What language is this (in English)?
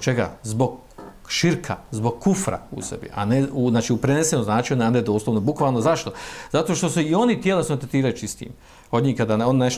Bosnian